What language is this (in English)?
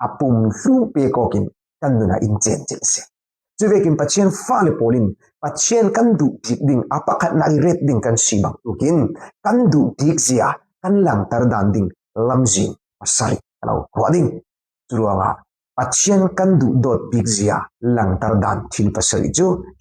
Falam Chin